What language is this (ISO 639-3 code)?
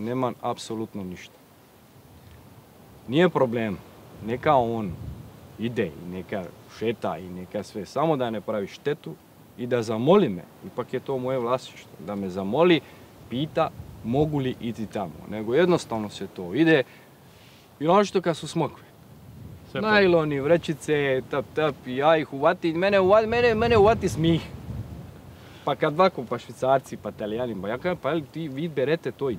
hrv